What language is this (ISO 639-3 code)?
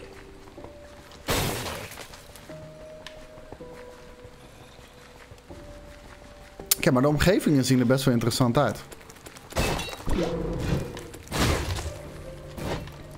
nld